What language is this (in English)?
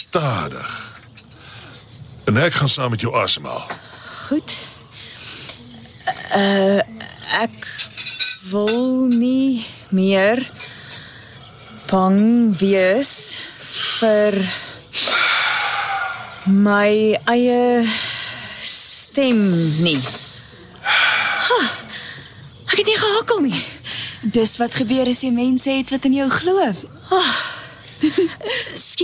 Afrikaans